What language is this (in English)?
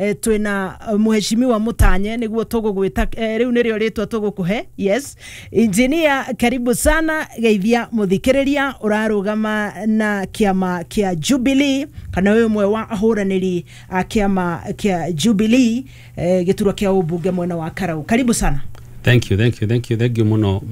Kikuyu